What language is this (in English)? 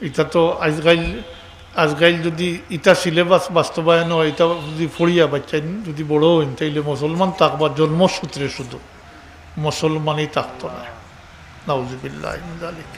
Sylheti